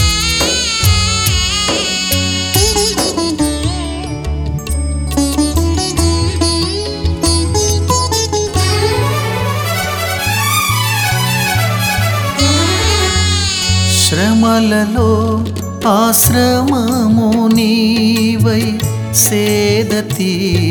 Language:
Telugu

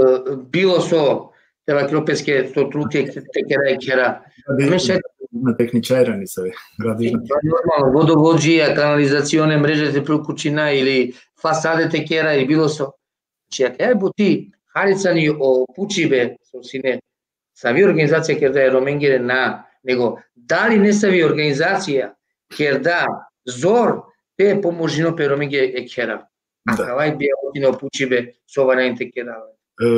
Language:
Balkan Romani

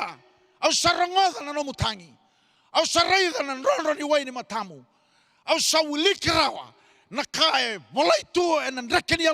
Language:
Fijian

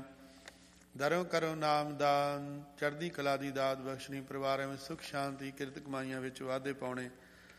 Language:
Punjabi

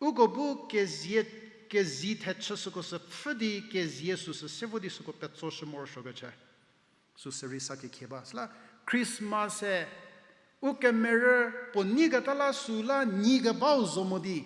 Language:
Angami Naga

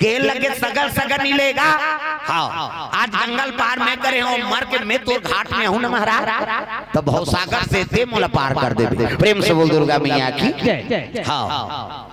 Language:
Chhattisgarhi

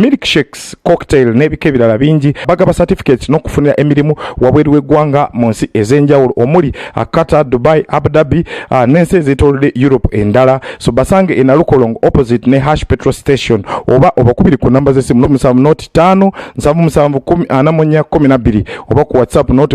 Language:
Ganda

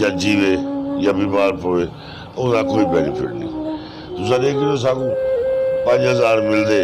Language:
Saraiki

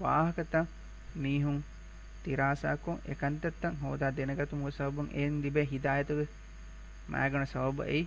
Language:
Divehi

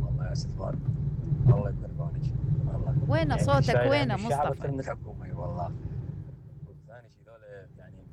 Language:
Mesopotamian Arabic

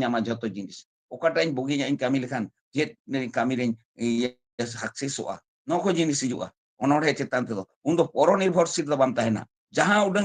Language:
Santali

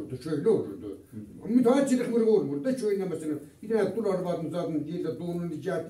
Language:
South Azerbaijani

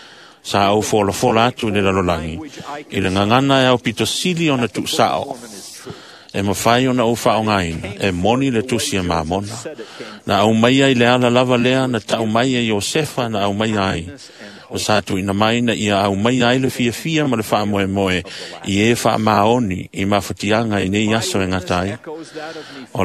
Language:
Samoan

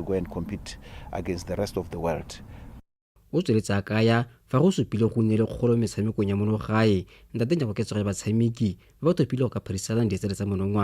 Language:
Tswana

